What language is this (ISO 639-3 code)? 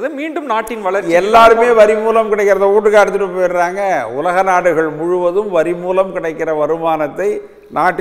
tam